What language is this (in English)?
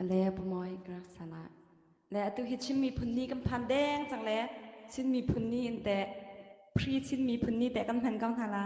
Hakha Chin